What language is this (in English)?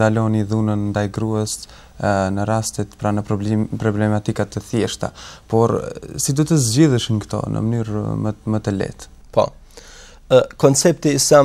Albanian